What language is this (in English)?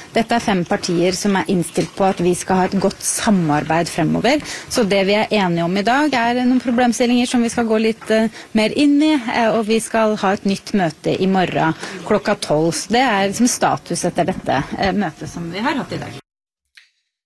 Norwegian